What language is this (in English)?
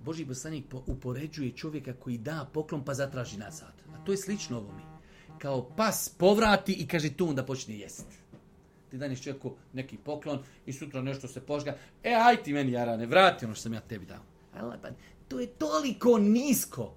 Bosnian